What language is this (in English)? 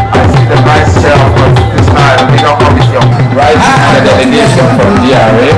Ewe